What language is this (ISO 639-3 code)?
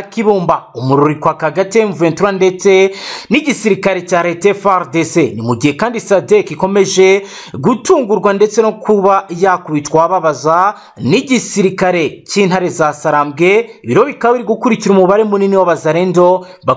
kin